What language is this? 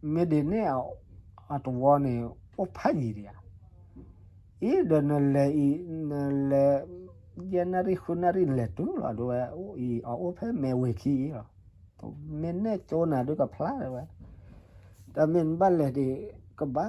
S'gaw Karen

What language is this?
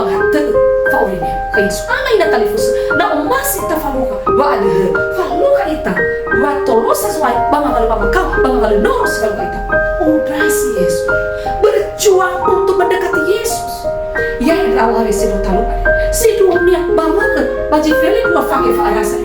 Nias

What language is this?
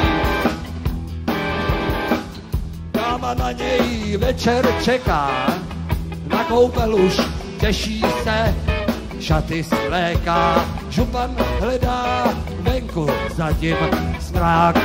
Czech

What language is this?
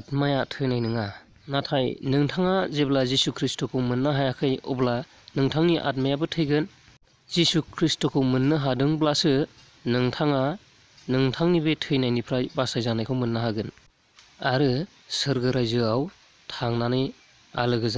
Bodo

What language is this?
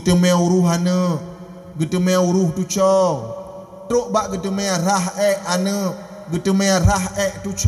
Achinese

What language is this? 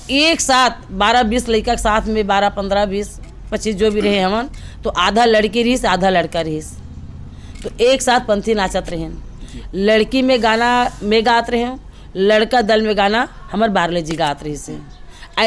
Chhattisgarhi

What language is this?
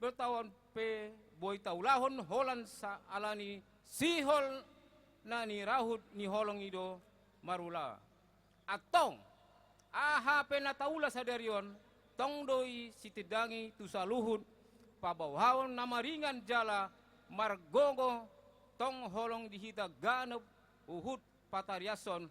Batak Toba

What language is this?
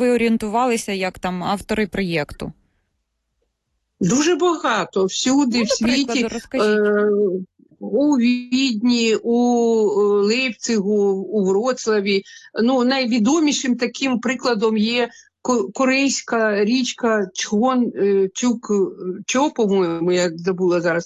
Ukrainian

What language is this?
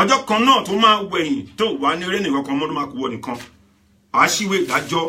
Yoruba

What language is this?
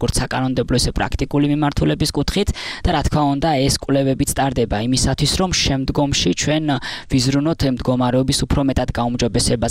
Georgian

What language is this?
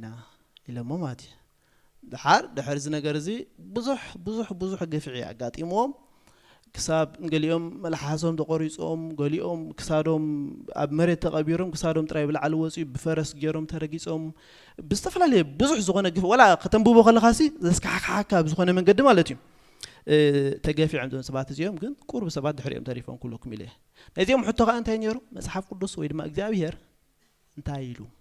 Tigrinya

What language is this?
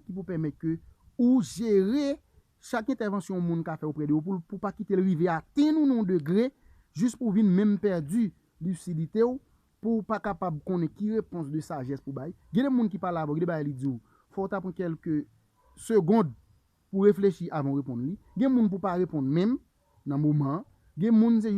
Haitian Creole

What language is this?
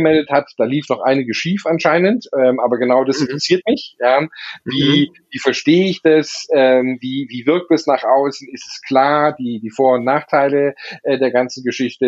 German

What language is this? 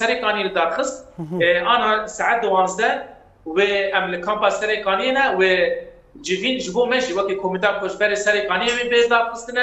Kurdish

